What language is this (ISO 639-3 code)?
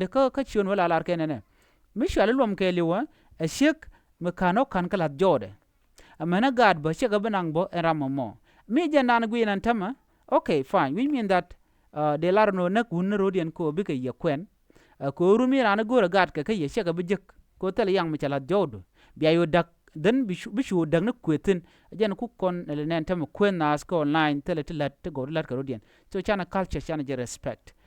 nus